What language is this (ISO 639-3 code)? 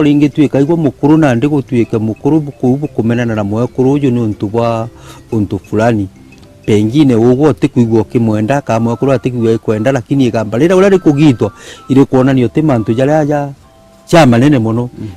mer